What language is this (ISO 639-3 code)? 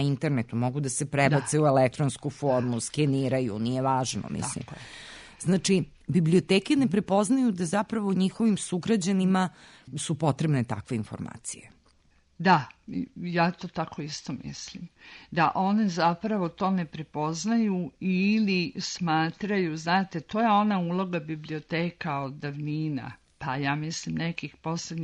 srp